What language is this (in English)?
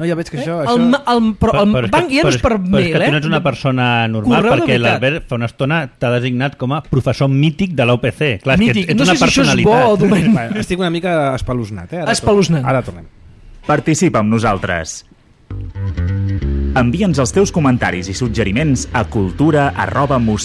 Catalan